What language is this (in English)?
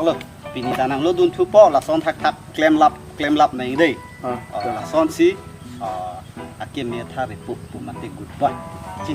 Karbi